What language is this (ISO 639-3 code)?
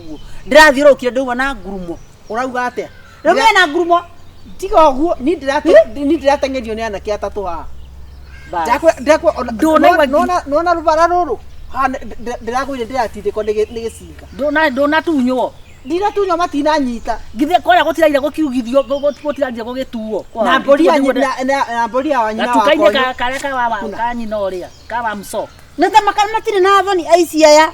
kik